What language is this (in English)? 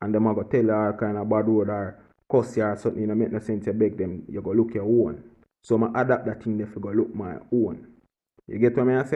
Jamaican Creole English